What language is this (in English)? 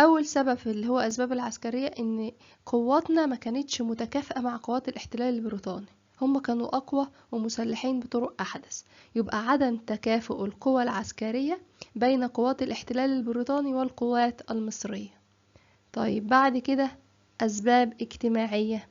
Egyptian Arabic